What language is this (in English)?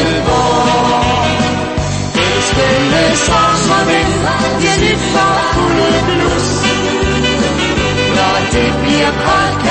Danish